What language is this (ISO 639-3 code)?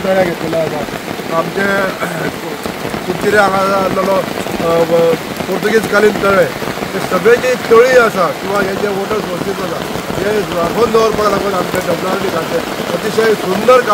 kok